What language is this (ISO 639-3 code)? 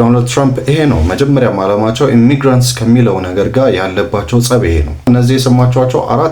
amh